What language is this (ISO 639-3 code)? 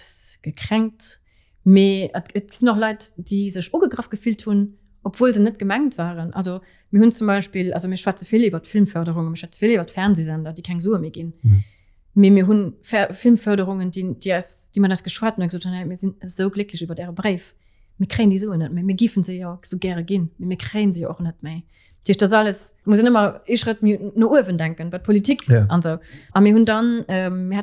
ltz